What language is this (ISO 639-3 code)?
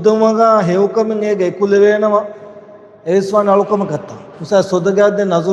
div